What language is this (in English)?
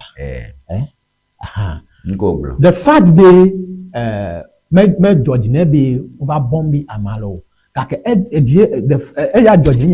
Ewe